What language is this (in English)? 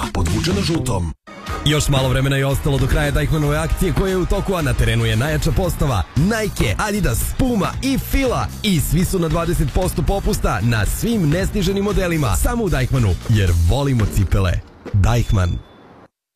Serbian